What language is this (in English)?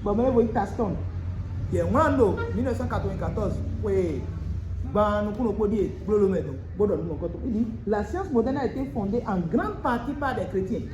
Fon